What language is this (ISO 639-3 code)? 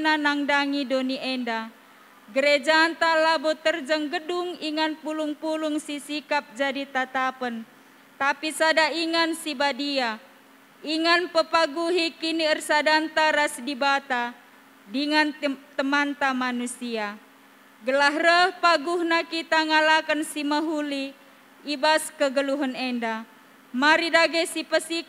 btx